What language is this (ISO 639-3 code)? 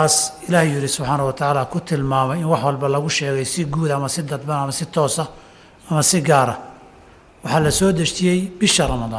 som